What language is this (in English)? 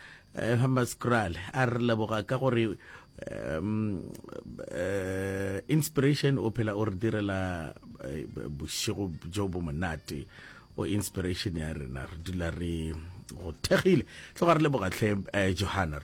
Northern Sotho